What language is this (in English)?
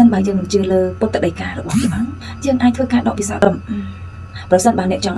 Khmer